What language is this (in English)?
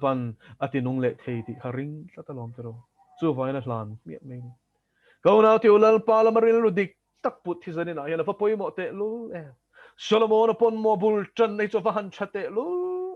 Mizo